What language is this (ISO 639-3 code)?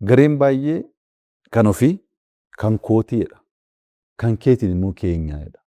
orm